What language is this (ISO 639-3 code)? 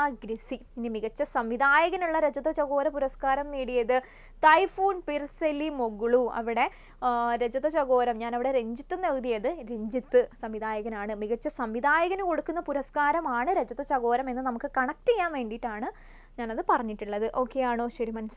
mal